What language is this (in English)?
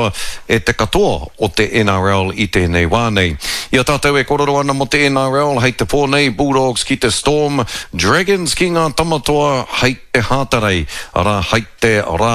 Māori